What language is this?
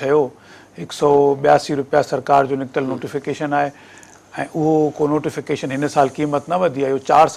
Sindhi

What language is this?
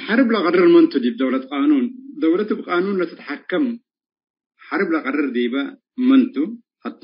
Tigre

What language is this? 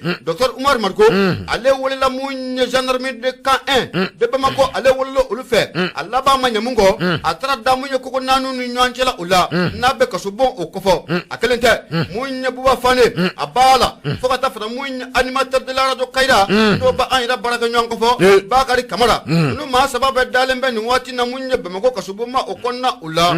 Bambara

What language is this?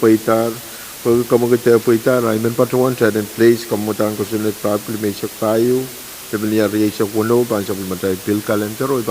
Pohnpeian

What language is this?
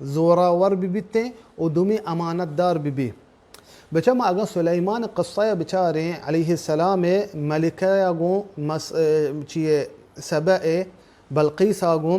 Baluchi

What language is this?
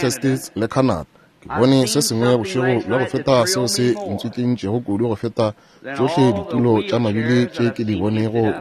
Northern Sotho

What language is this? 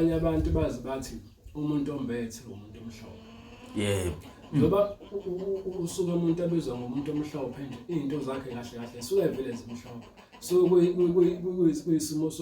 Zulu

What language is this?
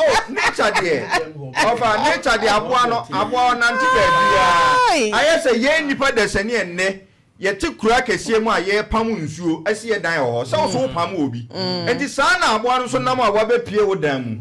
Akan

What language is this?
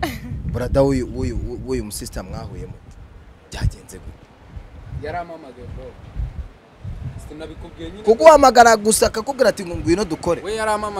Kinyarwanda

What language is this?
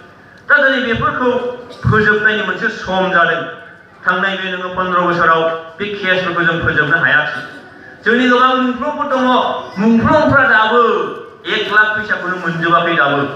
Bodo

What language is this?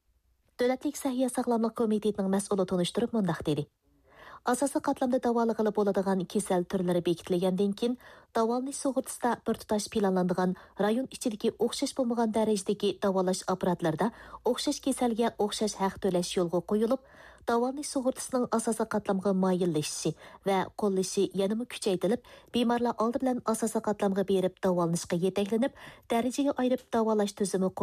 Uyghur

